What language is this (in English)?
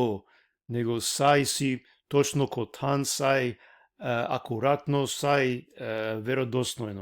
Balkan Romani